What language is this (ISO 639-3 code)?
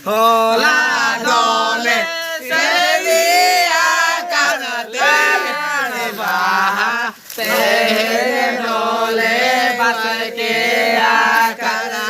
sat